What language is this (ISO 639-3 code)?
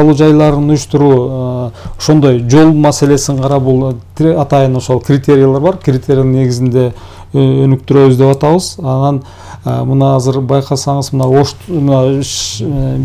kir